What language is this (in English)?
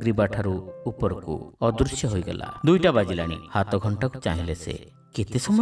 Odia